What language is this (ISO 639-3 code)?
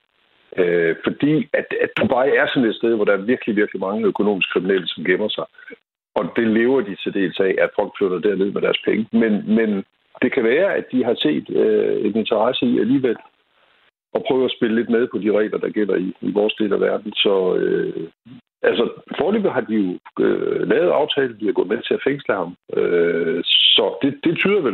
dan